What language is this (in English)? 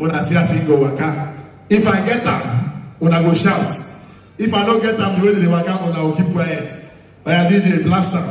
Nigerian Pidgin